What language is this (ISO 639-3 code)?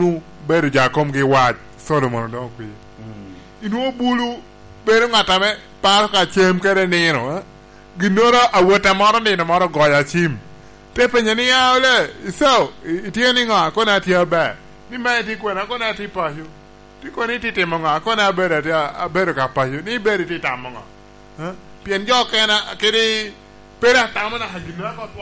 laj